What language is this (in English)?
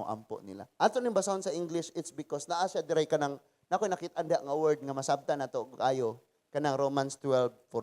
Cebuano